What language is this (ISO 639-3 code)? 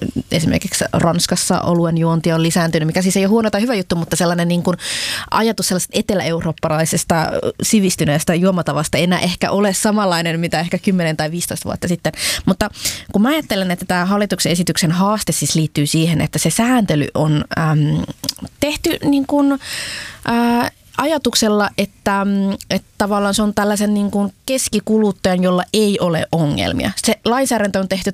fin